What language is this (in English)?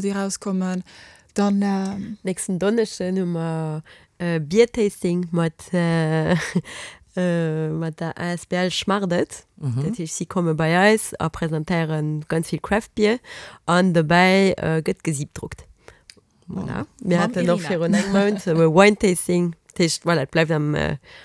Luxembourgish